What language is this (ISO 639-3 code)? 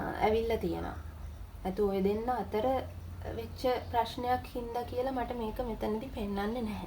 sin